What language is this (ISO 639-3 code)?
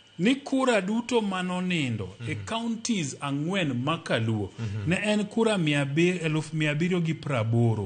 luo